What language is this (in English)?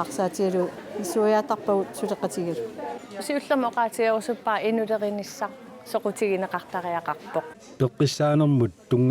Kalaallisut